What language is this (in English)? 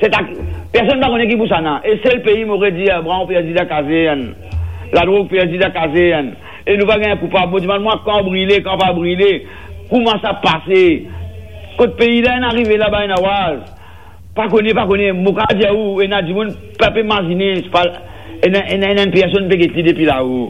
Morisyen